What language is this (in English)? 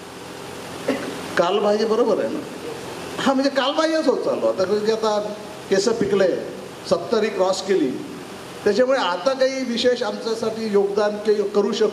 Marathi